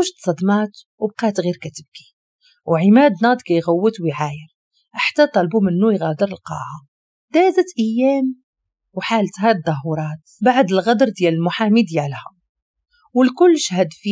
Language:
Moroccan Arabic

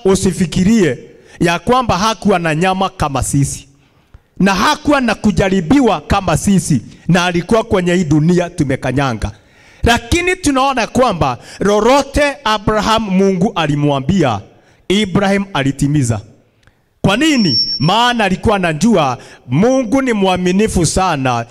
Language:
Swahili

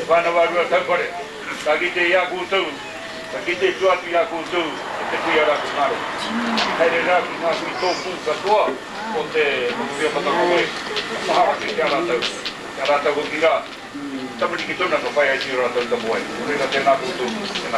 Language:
Māori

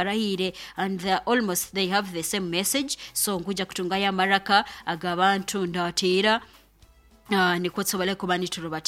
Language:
Nyoro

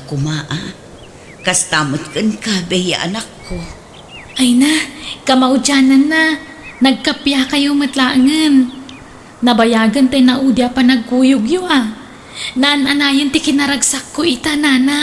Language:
Iloko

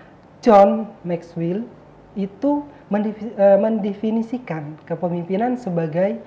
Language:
Indonesian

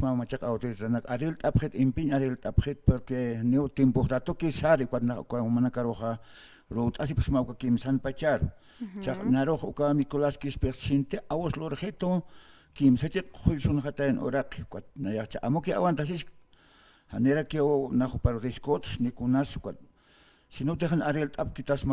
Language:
Aymara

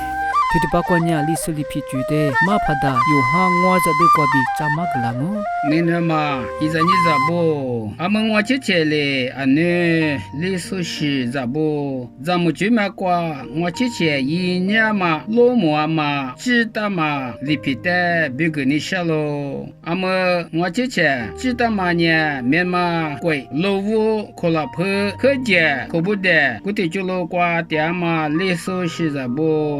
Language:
Lisu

